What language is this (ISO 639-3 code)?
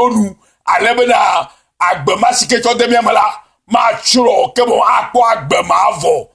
ewe